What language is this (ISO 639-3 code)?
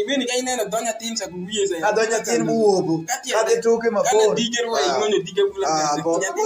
alz